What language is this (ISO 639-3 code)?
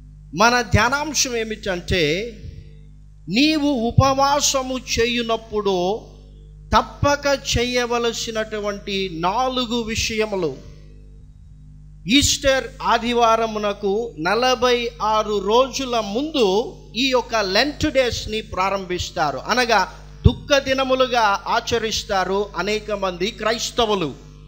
tel